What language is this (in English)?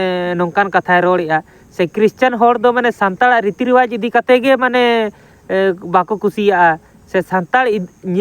Santali